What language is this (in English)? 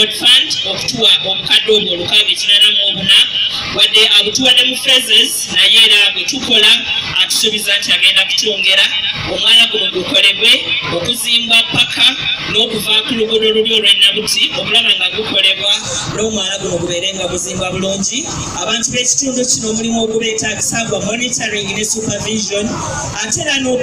Ganda